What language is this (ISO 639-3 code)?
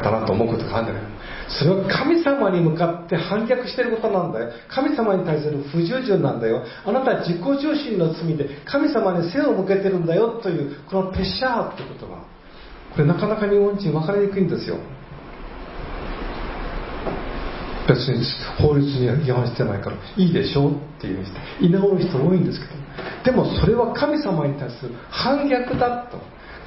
jpn